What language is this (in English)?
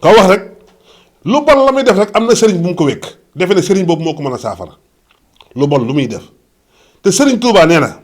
Wolof